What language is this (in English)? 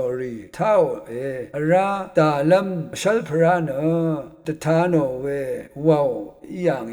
Rawang